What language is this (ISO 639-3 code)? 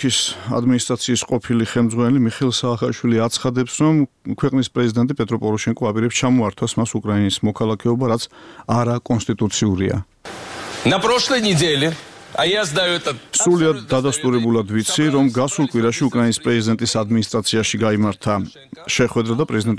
kat